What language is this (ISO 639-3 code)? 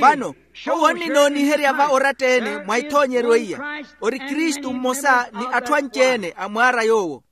vmw